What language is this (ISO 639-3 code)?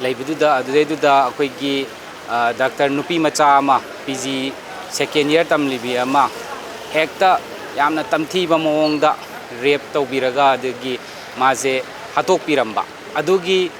mni